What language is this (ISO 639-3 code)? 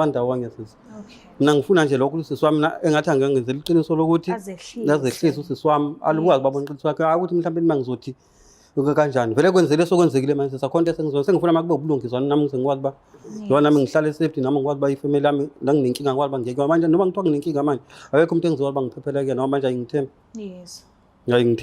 zul